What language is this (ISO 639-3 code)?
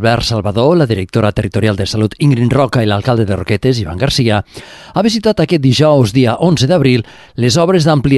cat